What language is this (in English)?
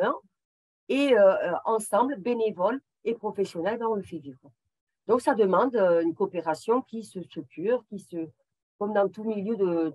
French